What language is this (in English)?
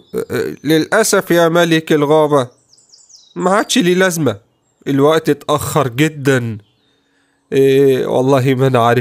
Egyptian Arabic